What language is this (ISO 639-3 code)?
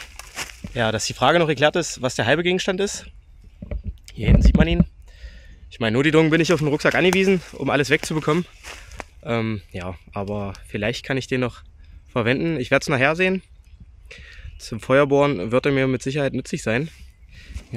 deu